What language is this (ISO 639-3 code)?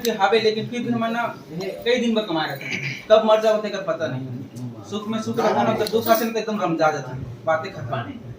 hne